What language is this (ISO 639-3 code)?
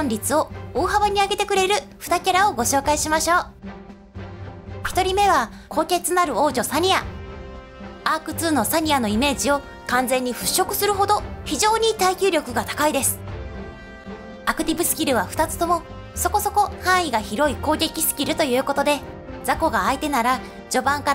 jpn